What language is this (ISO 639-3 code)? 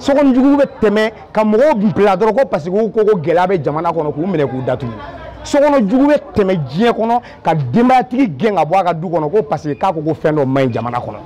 bam